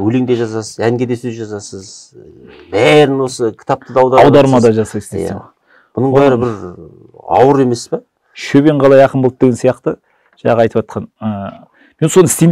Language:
Kazakh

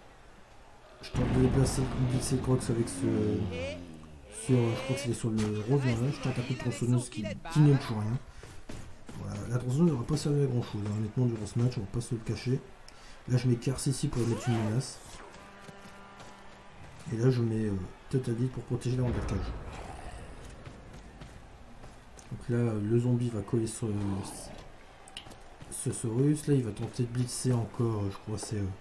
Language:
French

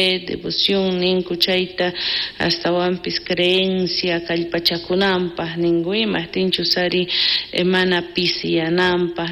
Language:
South Bolivian Quechua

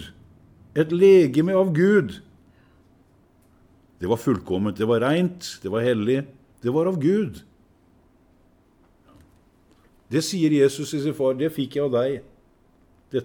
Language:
Norwegian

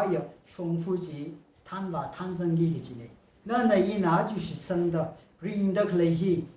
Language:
Tangkhul Naga (India)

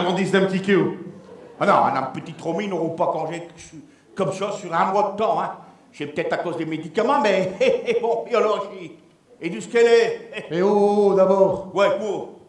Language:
Picard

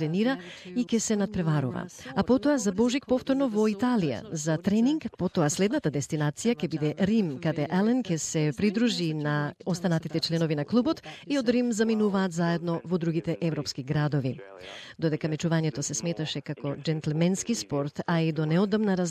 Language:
Macedonian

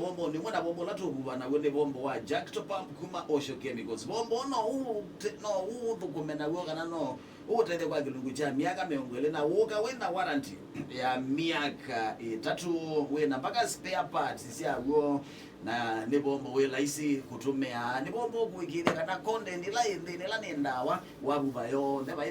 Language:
Kamba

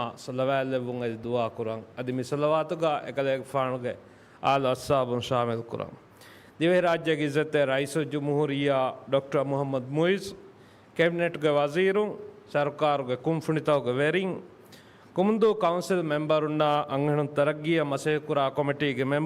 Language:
Divehi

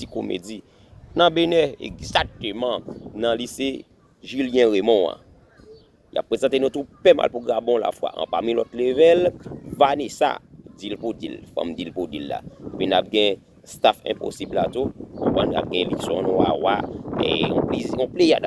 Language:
Haitian Creole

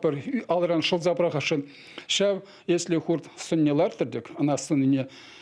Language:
Chuvash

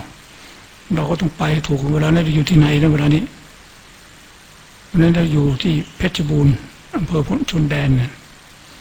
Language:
Thai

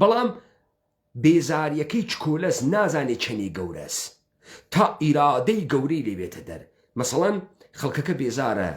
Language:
Central Kurdish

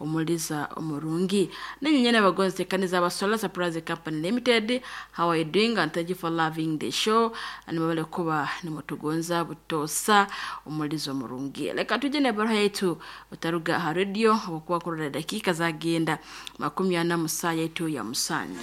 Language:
Nyoro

